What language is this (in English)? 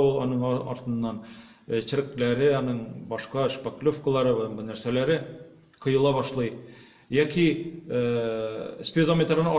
Tatar